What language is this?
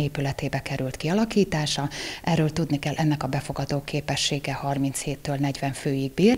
Hungarian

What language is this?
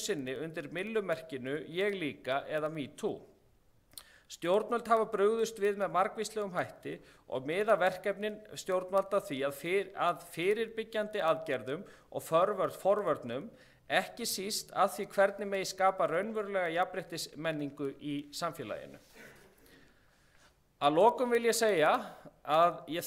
Icelandic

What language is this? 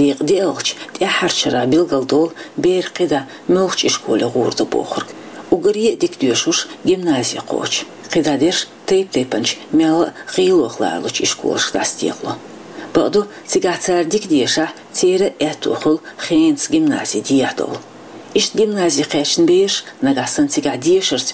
Chechen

